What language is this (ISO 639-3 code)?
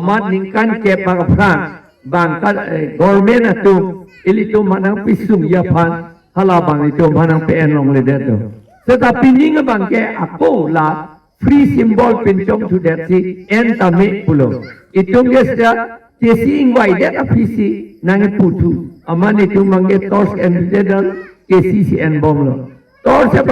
mjw